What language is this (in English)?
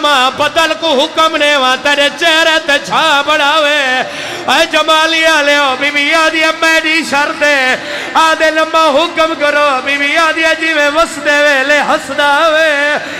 Saraiki